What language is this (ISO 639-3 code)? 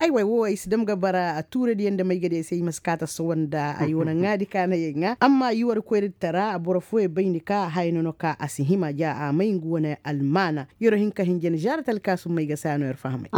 ses